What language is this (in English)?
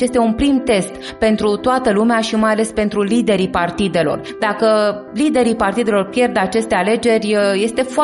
Romanian